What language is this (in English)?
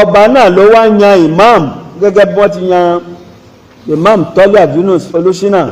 Yoruba